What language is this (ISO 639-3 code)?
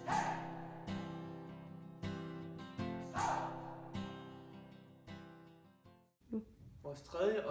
dan